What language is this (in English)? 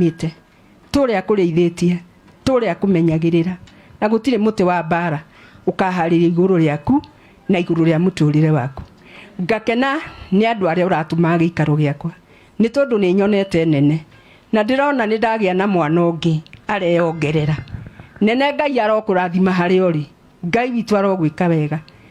Kikuyu